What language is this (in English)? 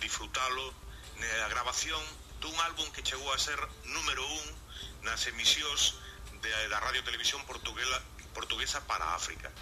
Galician